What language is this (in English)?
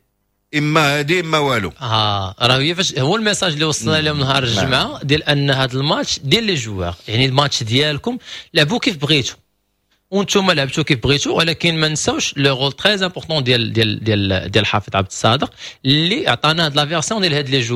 Moroccan Arabic